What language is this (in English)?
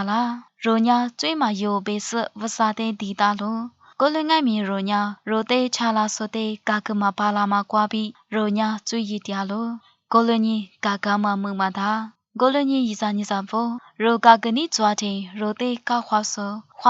Lisu